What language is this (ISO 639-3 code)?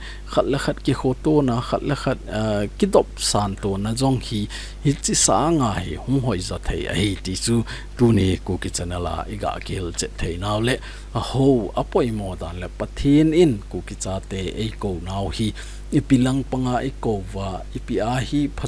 tcz